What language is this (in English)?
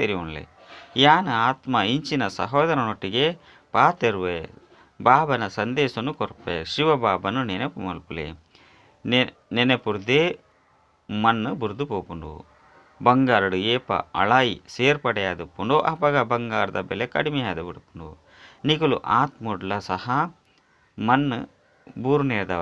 Tulu